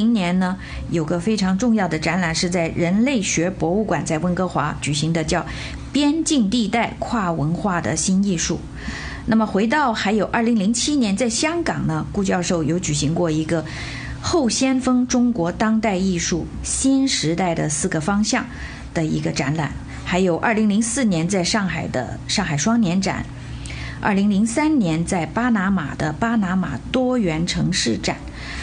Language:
Chinese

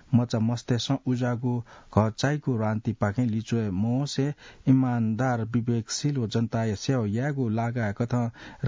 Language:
Newari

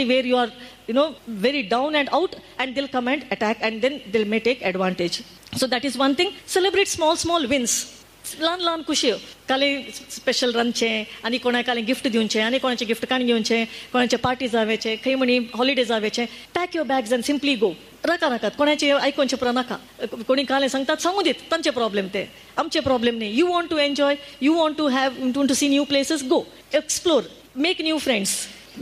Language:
Konkani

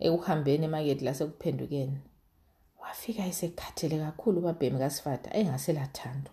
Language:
North Ndebele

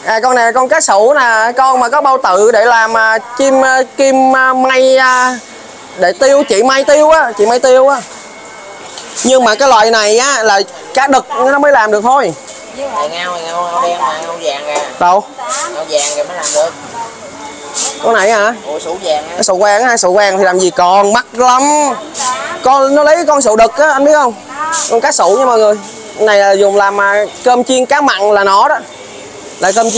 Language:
Vietnamese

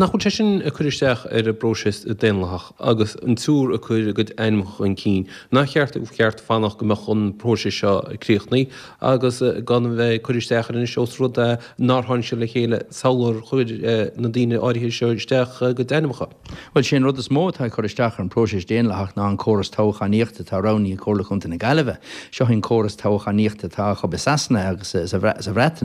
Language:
Irish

